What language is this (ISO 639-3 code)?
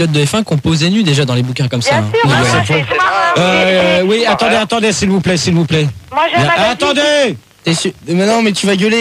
fra